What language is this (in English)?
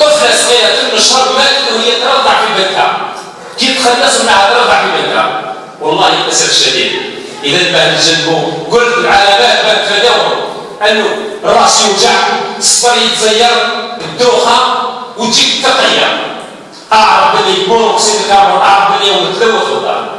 Algerian Arabic